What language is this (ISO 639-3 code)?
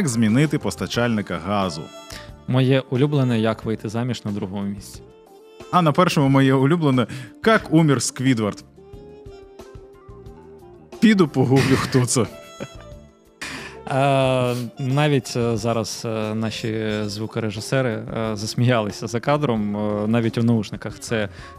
ukr